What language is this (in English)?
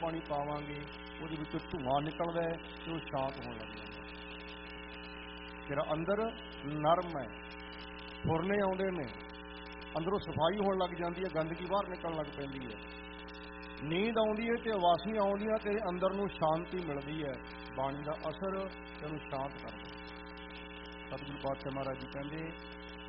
Punjabi